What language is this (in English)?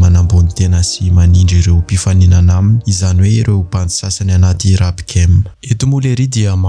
Malagasy